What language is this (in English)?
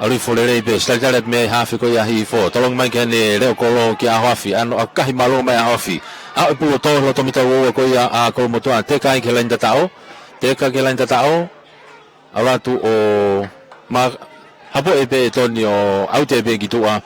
Tongan